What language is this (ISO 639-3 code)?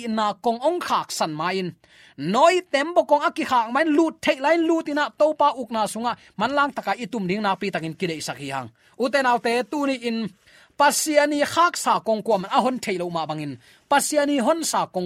ctd